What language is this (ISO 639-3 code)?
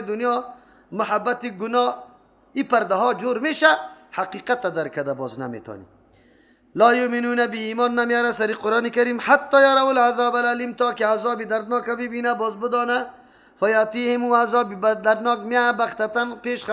fas